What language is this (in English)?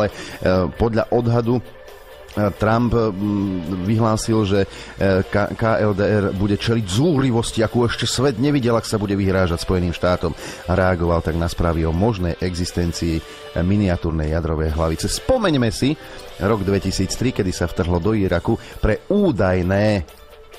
Slovak